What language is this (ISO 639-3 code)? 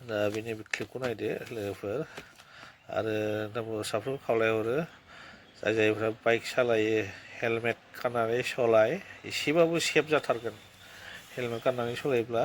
brx